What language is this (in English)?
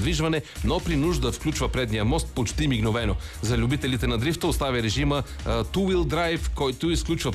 Bulgarian